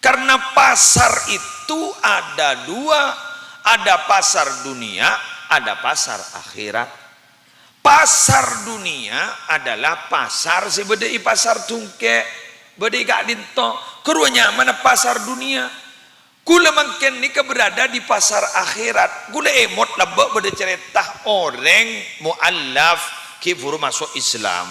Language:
Madurese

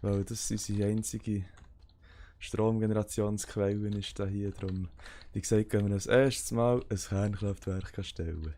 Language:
Swiss German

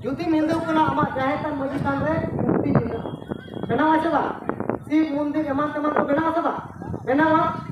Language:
Santali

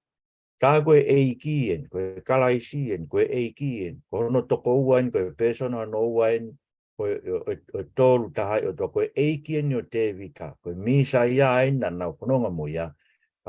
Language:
Tongan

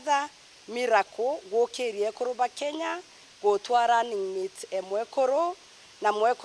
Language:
Meru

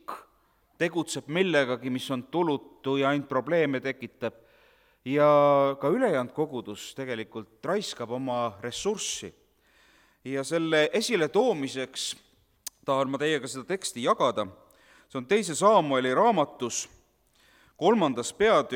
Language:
Estonian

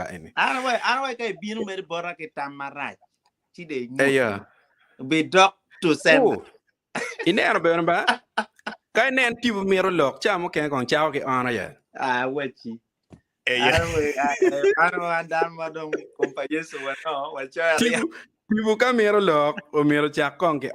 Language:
Acoli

